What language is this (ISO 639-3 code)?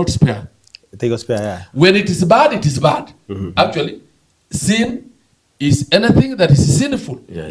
guz